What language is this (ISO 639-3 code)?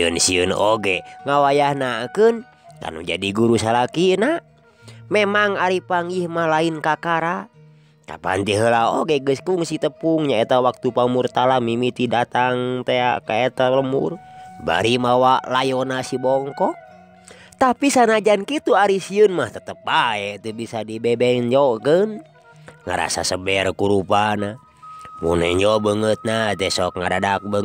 sun